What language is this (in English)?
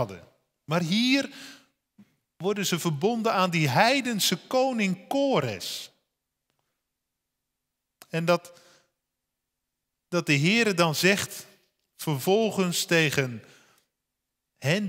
Dutch